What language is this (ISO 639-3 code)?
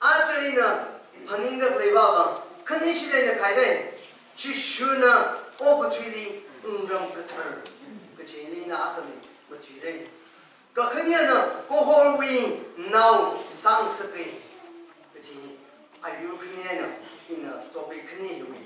nmf